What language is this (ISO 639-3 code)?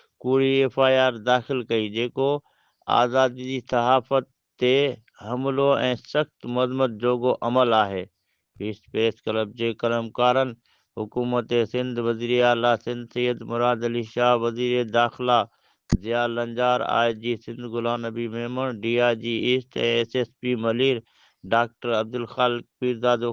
snd